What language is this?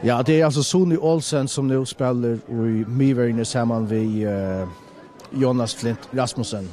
Faroese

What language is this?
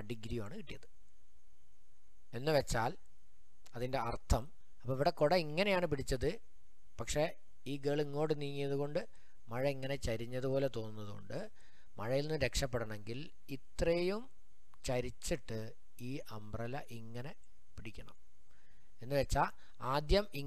Malayalam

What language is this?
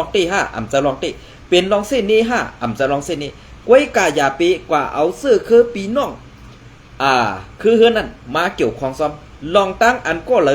Shan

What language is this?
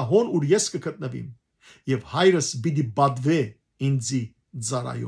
Western Armenian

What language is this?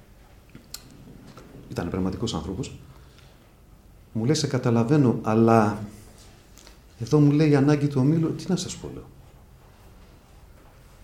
Greek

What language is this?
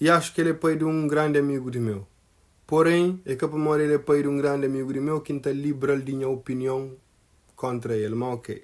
Kabuverdianu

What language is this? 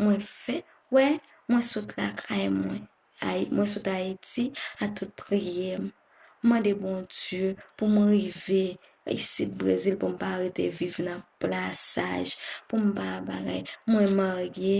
Haitian Creole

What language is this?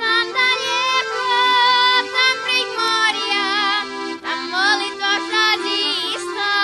Rusyn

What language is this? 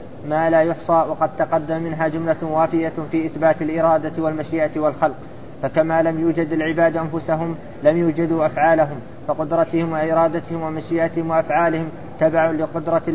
Arabic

